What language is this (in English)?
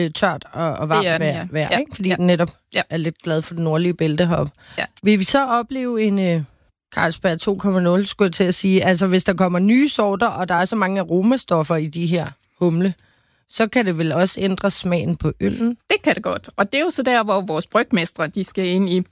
Danish